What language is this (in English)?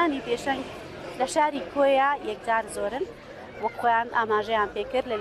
Central Kurdish